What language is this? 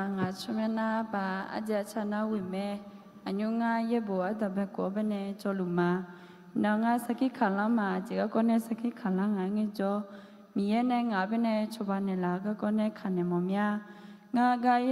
Akha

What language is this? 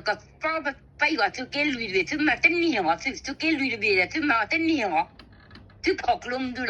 S'gaw Karen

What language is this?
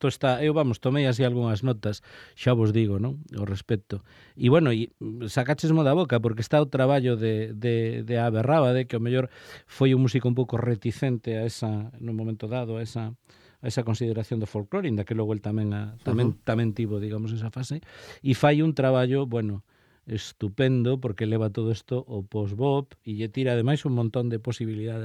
Galician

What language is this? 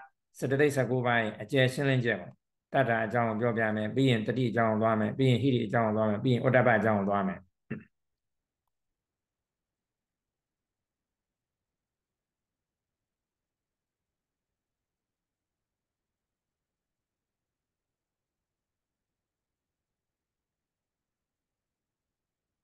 Burmese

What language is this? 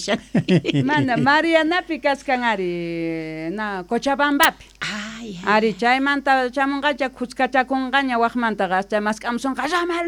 Quechua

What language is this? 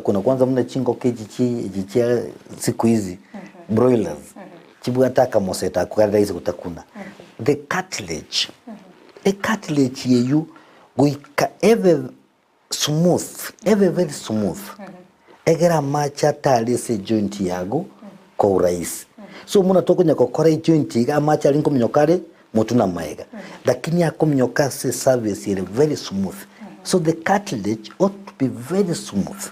Gusii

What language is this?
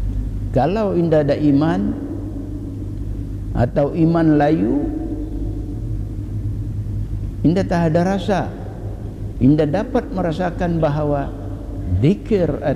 Malay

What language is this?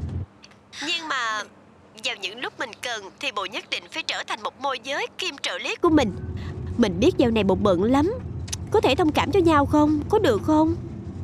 Vietnamese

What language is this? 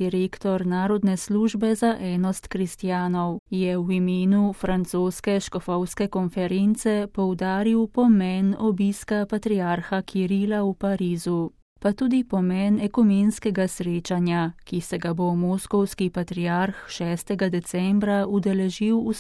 Slovenian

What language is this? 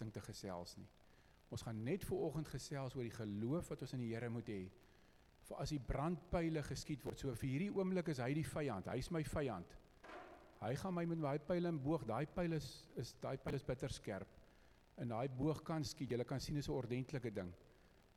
Afrikaans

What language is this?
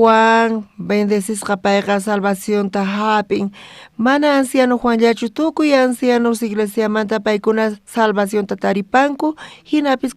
South Bolivian Quechua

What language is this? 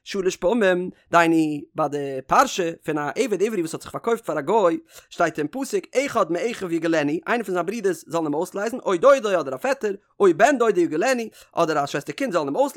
Yiddish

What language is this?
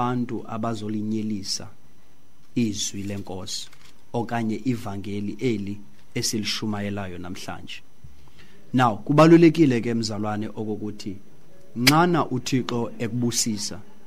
Xhosa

